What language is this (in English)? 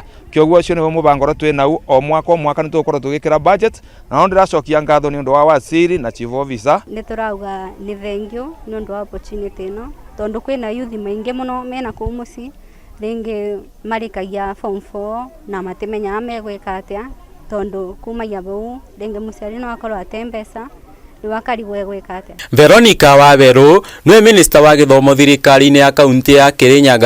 Kikuyu